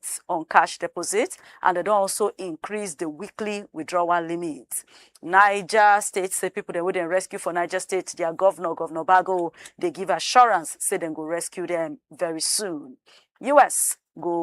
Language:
Nigerian Pidgin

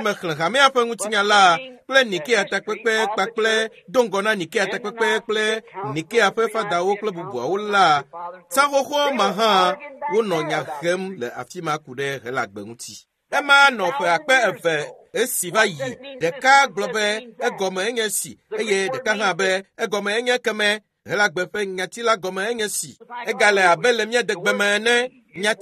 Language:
Ewe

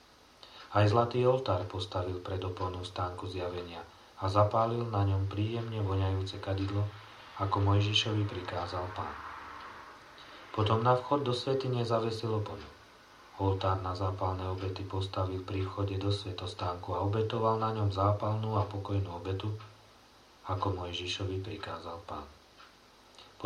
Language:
Slovak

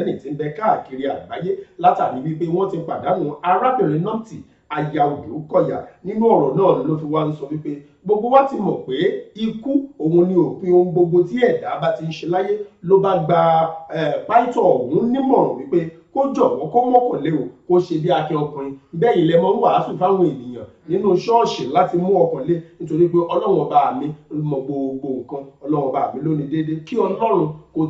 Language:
Yoruba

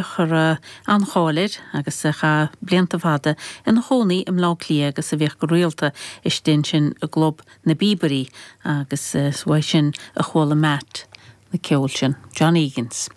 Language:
Irish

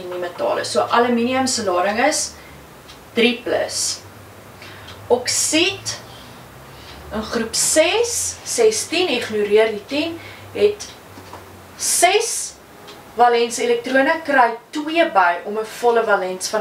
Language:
Afrikaans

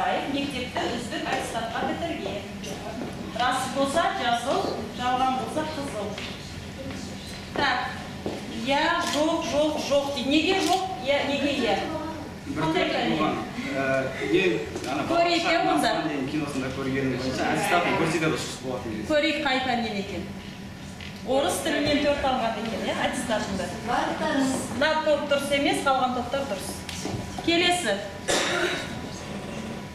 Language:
Kazakh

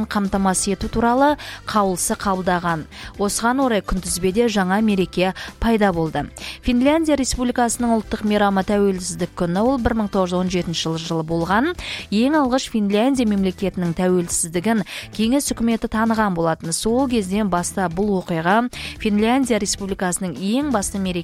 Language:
Kazakh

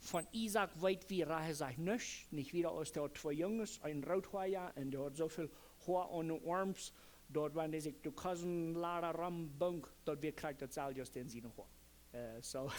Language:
Plautdietsch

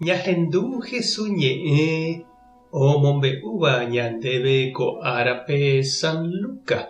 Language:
Guarani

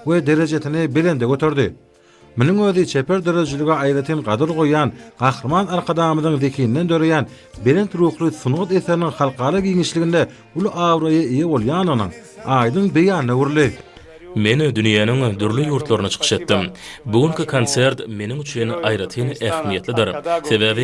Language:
Turkmen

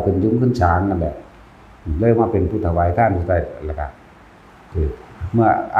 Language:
Northeastern Thai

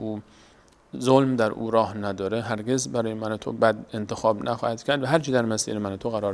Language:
Persian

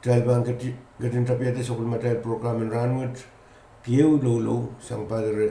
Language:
Pohnpeian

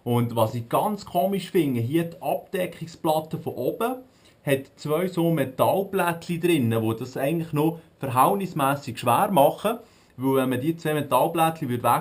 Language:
Swiss German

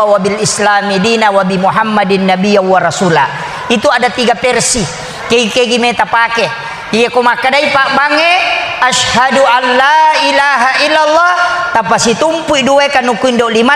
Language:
Buginese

